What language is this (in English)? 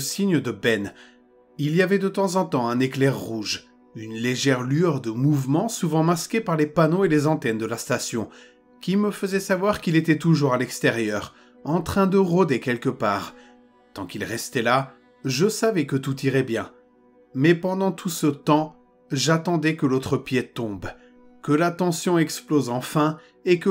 French